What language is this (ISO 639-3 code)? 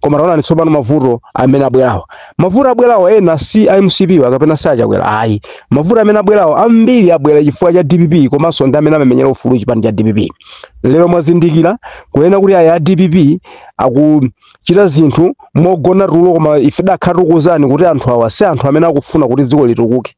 nya